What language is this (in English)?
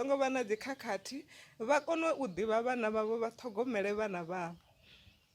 Venda